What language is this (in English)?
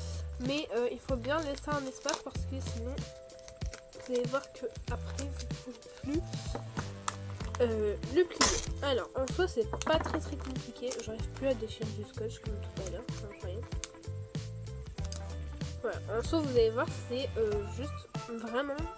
French